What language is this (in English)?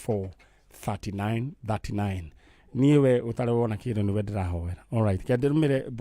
Kikuyu